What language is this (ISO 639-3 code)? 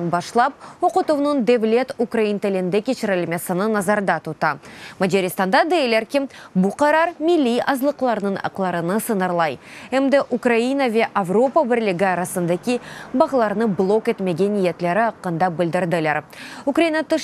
crh